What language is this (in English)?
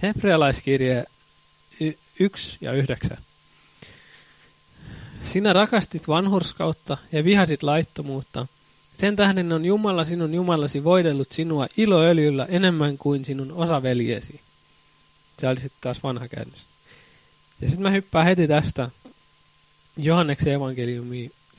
Finnish